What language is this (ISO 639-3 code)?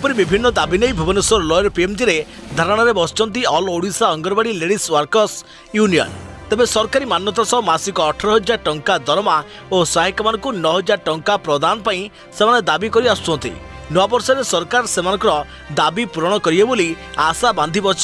ori